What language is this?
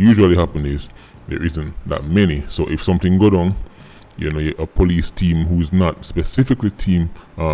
Jamaican Creole English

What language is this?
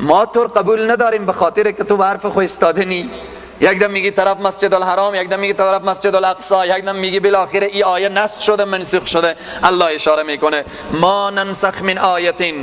Persian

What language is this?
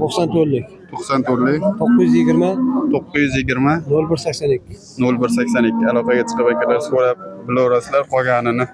Uzbek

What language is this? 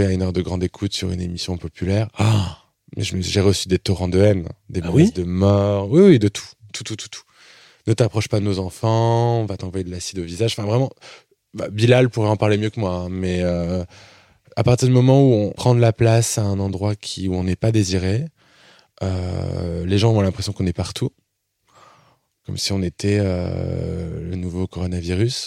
French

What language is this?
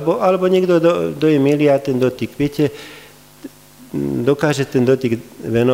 Slovak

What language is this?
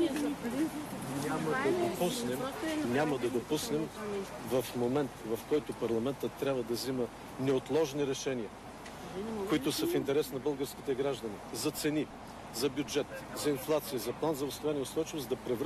Bulgarian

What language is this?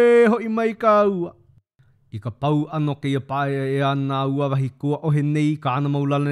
Hawaiian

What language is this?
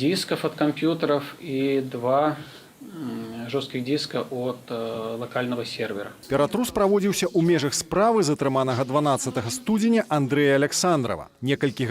Belarusian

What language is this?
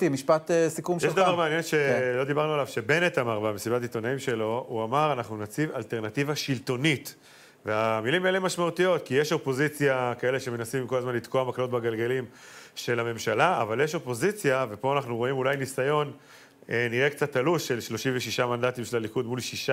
Hebrew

